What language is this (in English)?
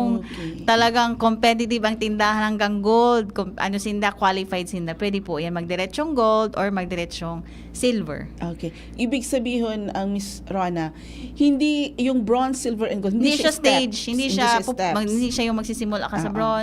Bikol